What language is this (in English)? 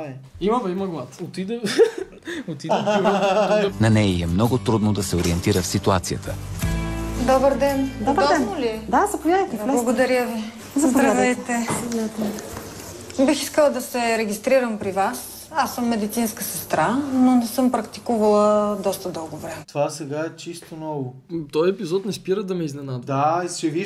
Bulgarian